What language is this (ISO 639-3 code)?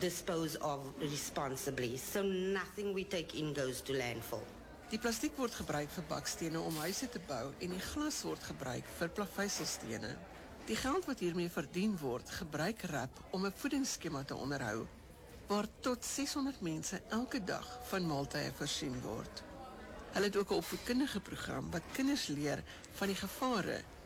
afr